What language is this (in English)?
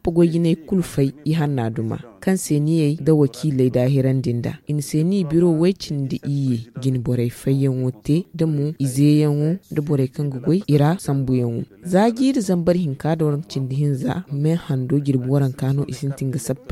Zarma